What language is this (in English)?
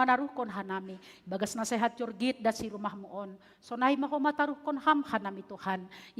Batak Simalungun